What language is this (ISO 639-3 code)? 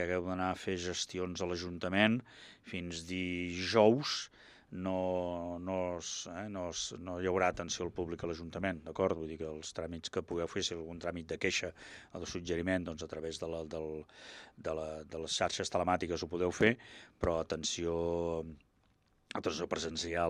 cat